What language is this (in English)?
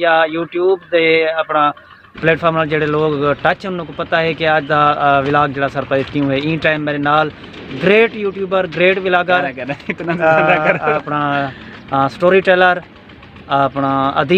Saraiki